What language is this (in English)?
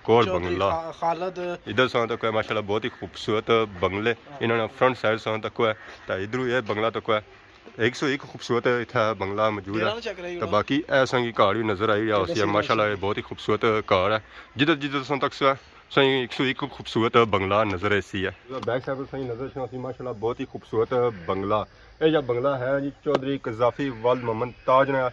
Pahari-Potwari